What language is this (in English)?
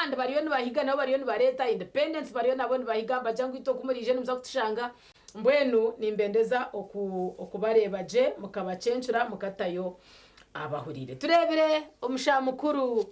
Nyankole